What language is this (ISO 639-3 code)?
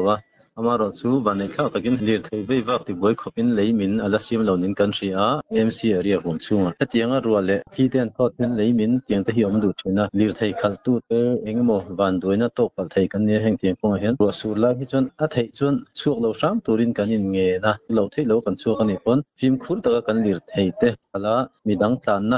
lus